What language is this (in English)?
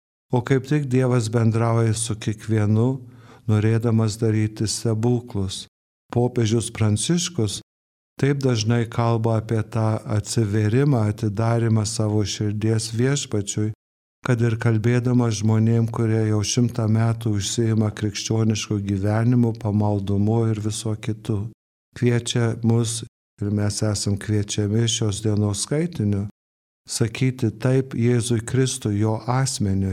Lithuanian